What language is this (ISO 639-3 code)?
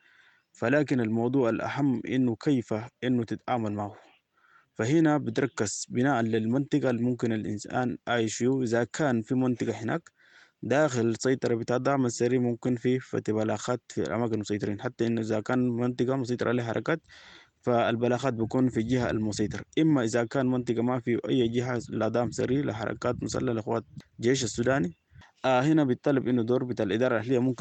apd